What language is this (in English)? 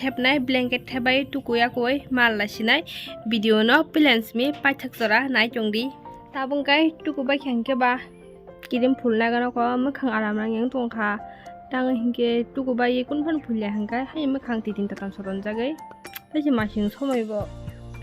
Kok Borok